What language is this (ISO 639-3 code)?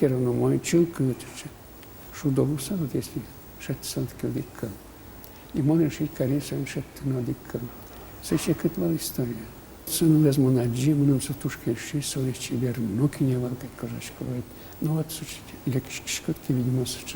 udm